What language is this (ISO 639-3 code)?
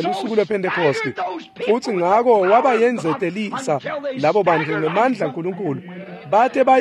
ssw